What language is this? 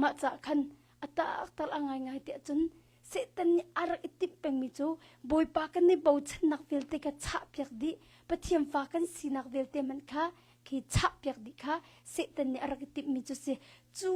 Hakha Chin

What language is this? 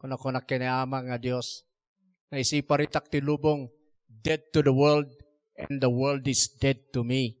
Iloko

